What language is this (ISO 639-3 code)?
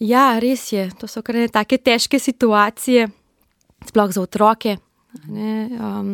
slv